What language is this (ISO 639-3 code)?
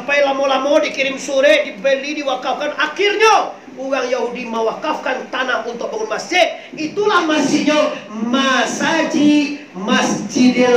min